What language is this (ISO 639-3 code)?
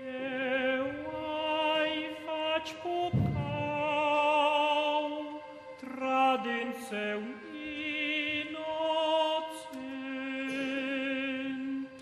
roh